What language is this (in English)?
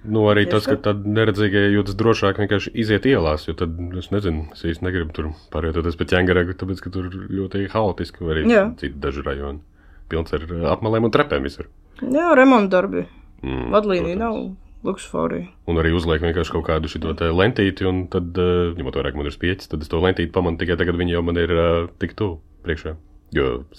Latvian